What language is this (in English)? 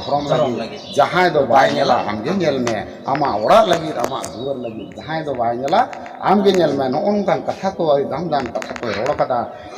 Santali